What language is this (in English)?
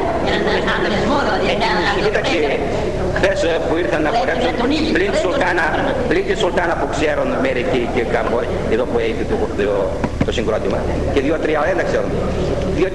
Greek